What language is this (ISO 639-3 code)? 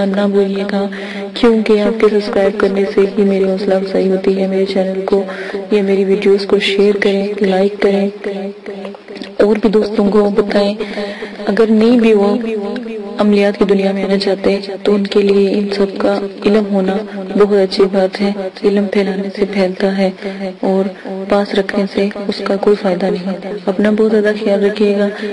urd